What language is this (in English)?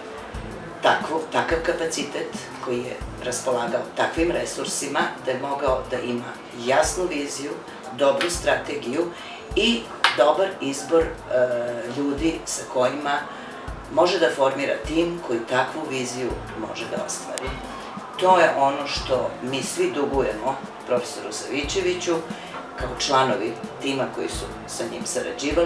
Serbian